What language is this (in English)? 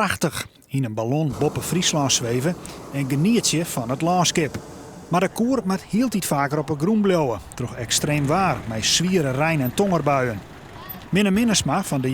Western Frisian